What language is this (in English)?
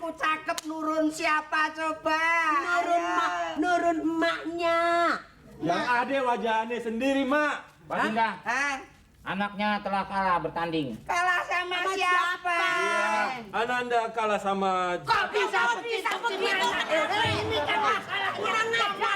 Betawi